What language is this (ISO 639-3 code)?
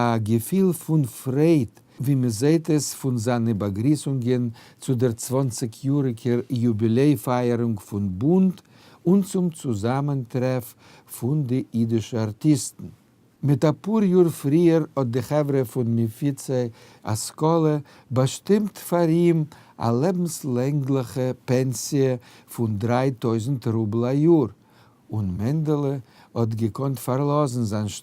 yid